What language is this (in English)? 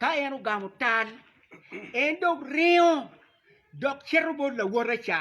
Acoli